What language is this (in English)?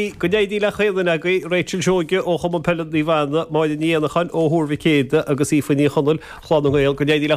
Irish